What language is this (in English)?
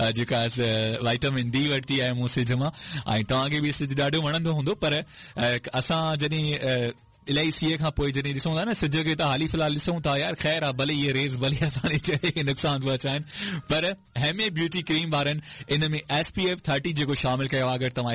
Sindhi